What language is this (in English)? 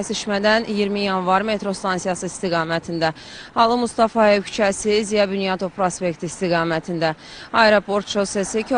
Azerbaijani